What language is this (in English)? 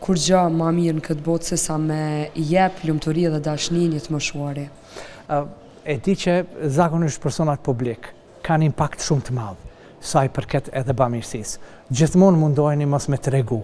Albanian